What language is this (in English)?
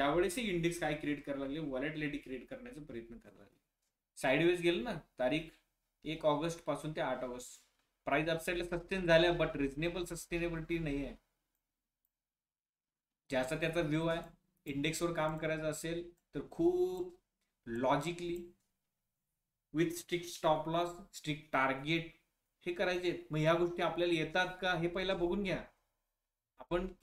Marathi